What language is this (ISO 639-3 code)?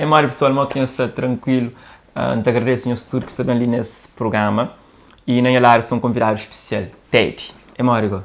kea